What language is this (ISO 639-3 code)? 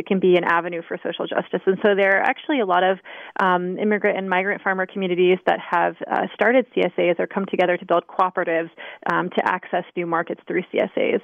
eng